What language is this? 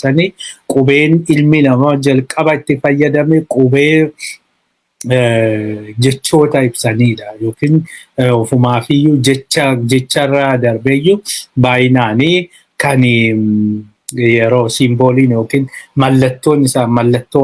Oromo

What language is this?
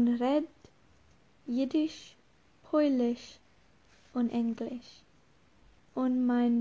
Yiddish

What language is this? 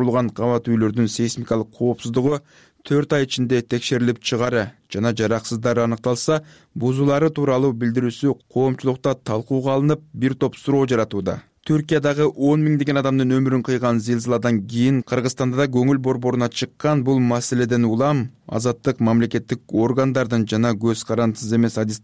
Kyrgyz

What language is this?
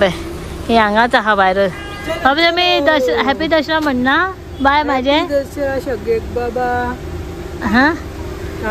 Konkani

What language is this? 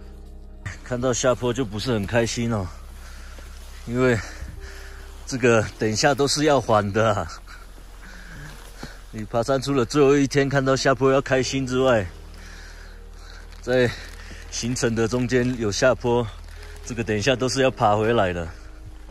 Chinese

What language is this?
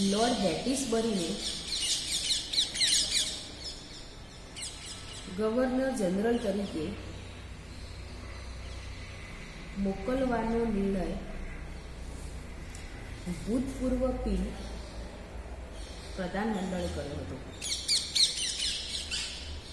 Gujarati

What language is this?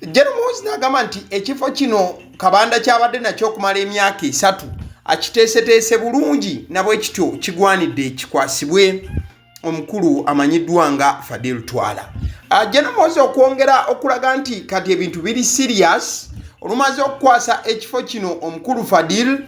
Ganda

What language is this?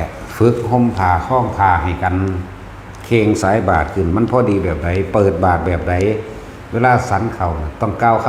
Northeastern Thai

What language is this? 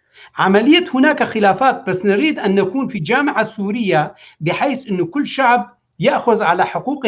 North Levantine Arabic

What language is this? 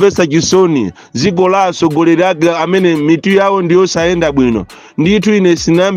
Nyanja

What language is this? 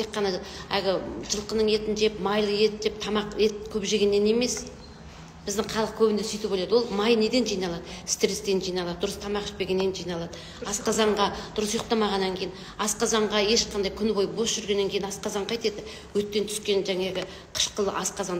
Kazakh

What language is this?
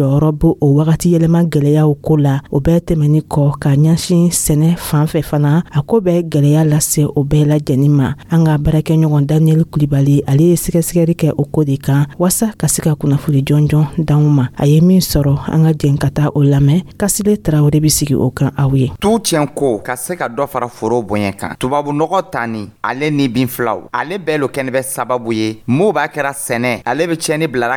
Dyula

